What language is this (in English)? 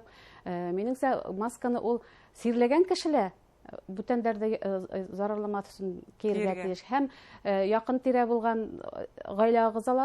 Bashkir